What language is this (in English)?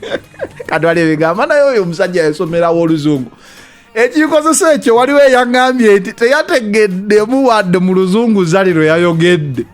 Ganda